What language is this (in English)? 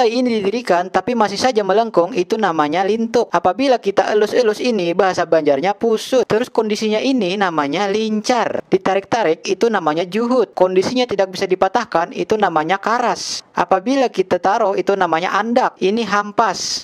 Banjar